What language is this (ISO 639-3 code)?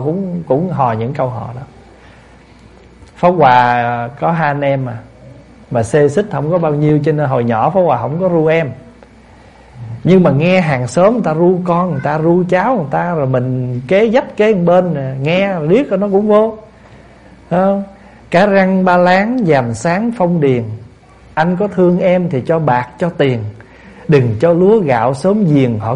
vie